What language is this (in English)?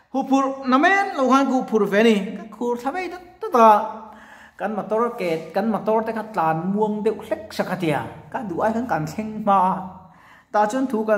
Mizo